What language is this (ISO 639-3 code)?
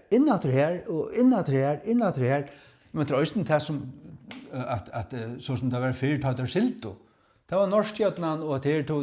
fao